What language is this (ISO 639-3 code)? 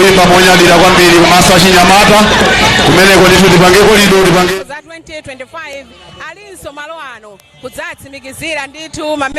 nya